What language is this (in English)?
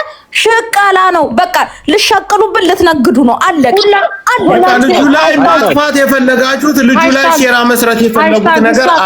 Amharic